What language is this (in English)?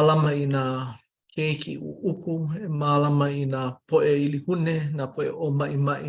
Hawaiian